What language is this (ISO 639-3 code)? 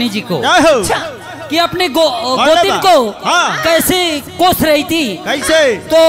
bho